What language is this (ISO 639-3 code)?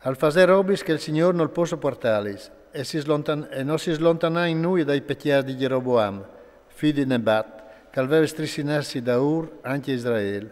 fur